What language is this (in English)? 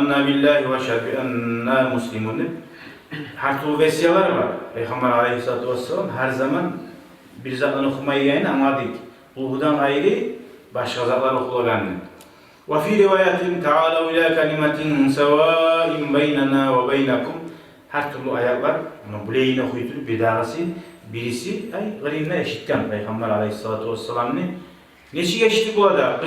Kumyk